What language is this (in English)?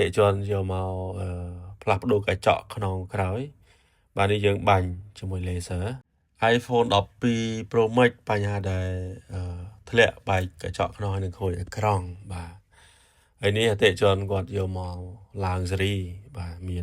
Khmer